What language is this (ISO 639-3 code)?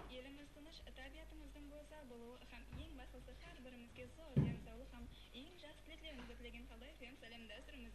kaa